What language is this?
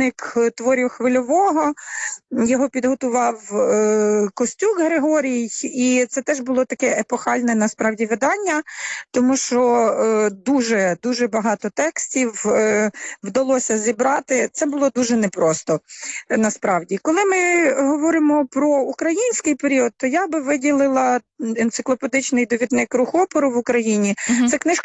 Ukrainian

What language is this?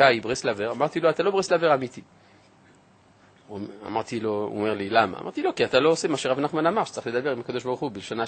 Hebrew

